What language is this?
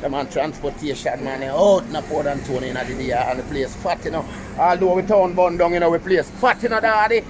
Jamaican Creole English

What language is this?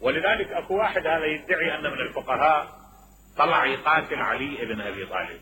Mesopotamian Arabic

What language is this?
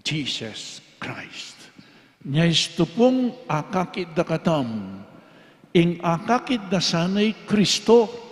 Pampanga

